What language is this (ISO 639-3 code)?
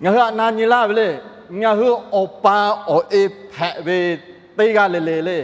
lhu